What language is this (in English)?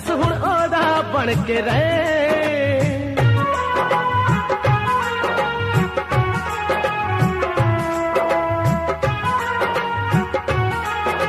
Punjabi